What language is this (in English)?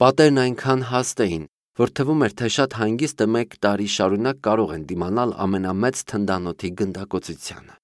Armenian